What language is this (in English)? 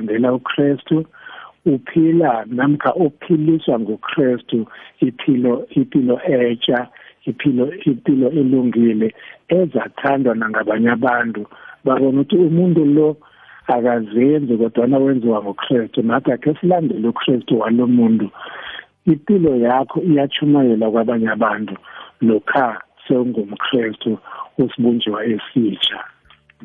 South Ndebele